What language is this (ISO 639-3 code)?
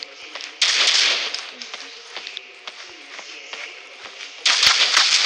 pol